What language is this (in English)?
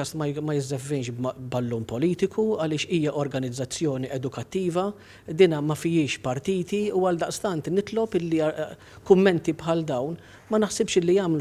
Maltese